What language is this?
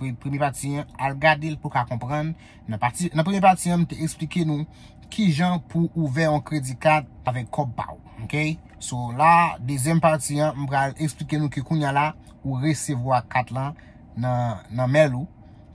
Haitian Creole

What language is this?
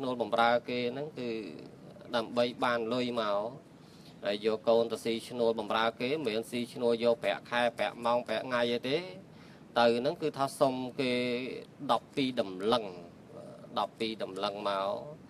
Khmer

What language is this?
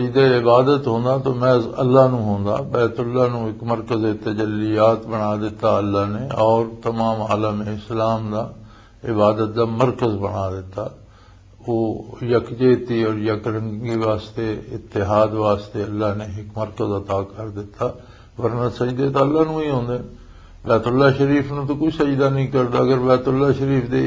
Western Panjabi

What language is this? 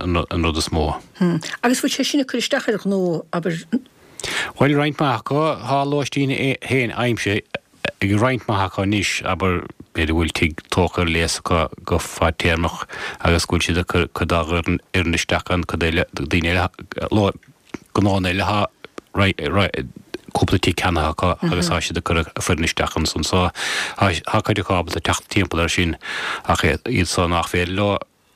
Irish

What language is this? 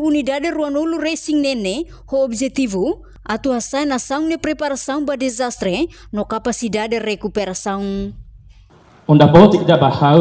Tetum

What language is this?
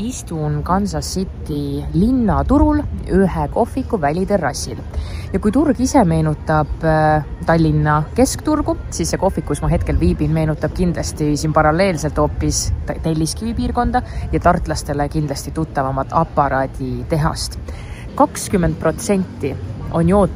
Estonian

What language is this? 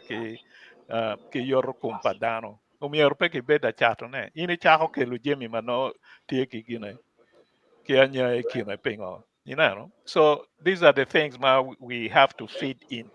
Acoli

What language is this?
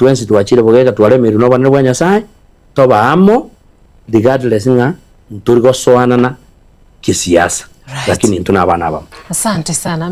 Gusii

